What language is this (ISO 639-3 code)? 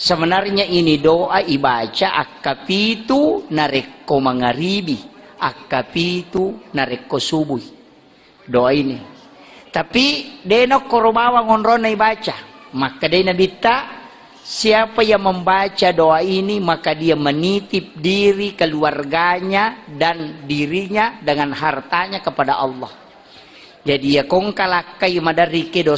bug